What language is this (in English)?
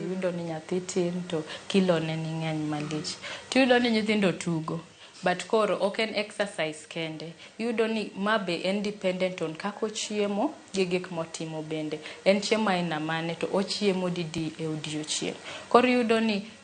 Luo (Kenya and Tanzania)